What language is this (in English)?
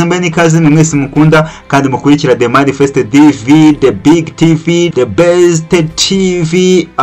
Kinyarwanda